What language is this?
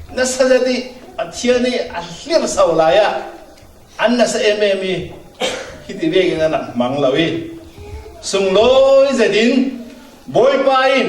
Falam Chin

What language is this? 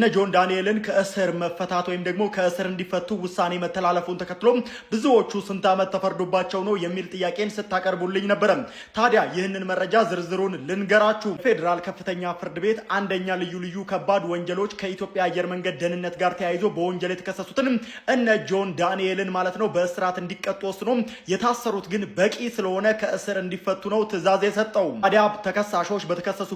Amharic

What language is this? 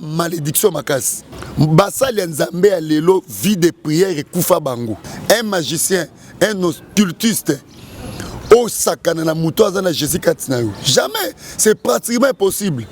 Lingala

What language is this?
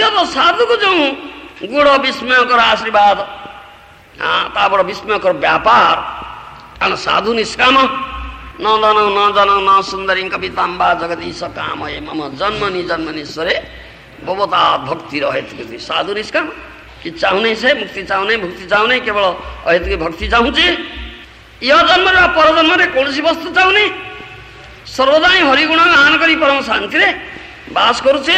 Odia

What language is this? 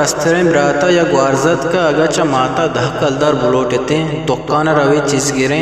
Eastern Balochi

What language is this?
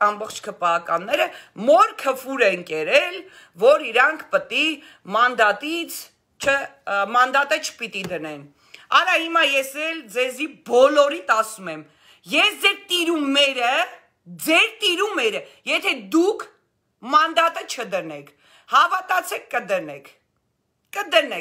Armenian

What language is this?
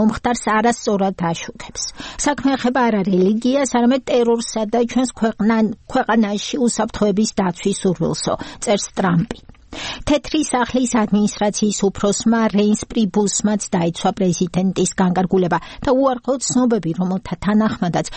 Georgian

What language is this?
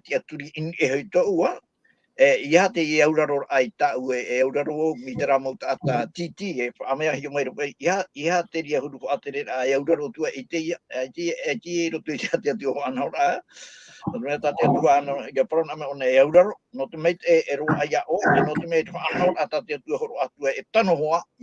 Tahitian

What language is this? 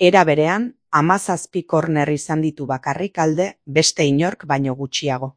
Basque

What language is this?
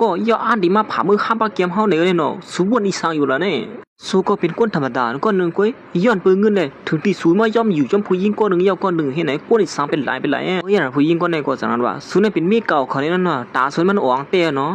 Shan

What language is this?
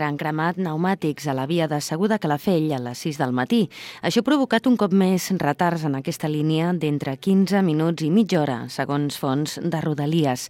Catalan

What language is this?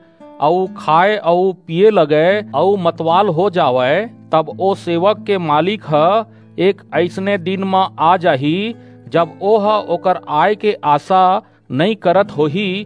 Chhattisgarhi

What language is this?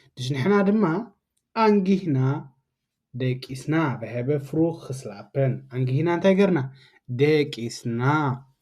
Tigrinya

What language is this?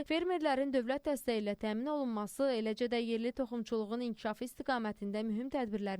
Azerbaijani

